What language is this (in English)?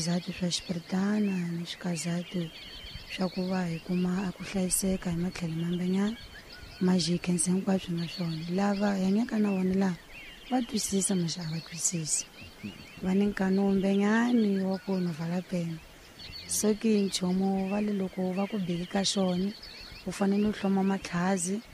Tsonga